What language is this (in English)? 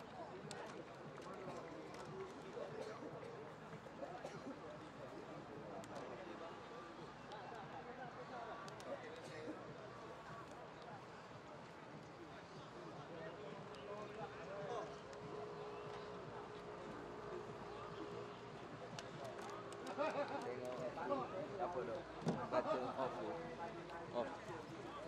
Malay